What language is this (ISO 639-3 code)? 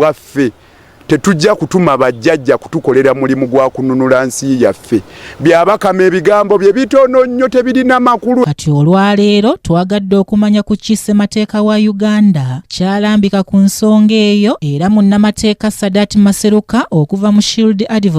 lug